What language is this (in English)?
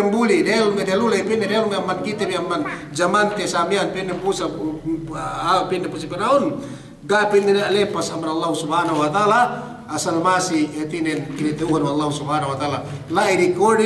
Yakan